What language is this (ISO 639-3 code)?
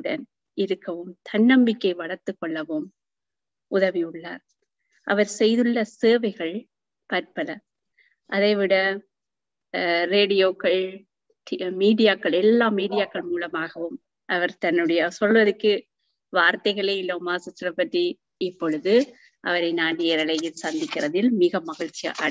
tam